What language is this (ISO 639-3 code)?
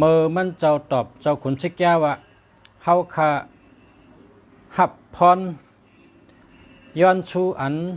shn